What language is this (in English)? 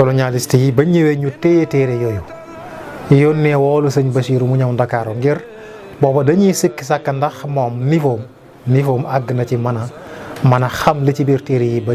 Wolof